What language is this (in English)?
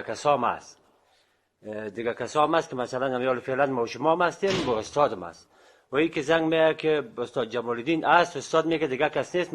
Persian